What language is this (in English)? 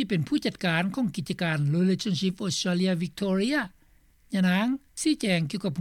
Lao